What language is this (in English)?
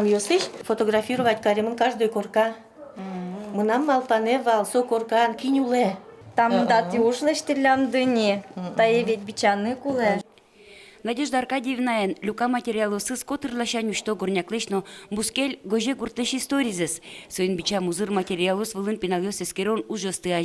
Udmurt